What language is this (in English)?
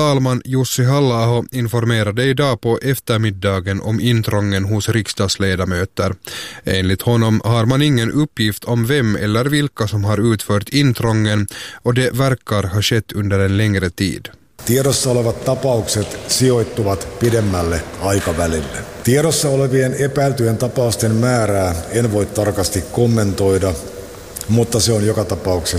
Swedish